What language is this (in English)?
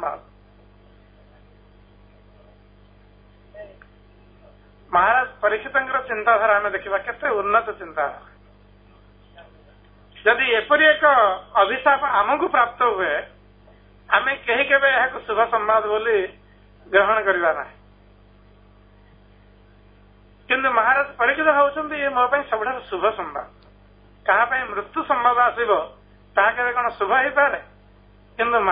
Odia